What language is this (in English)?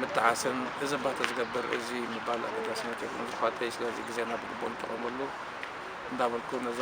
Tigrinya